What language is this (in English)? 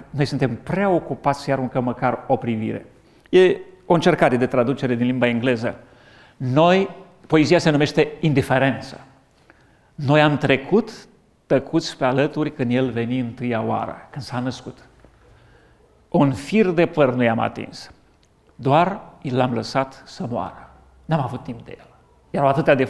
Romanian